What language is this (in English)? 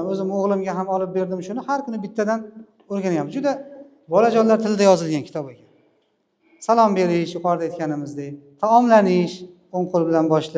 Uzbek